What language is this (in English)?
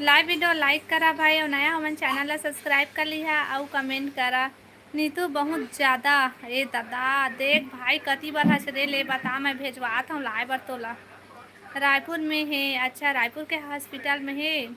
Chhattisgarhi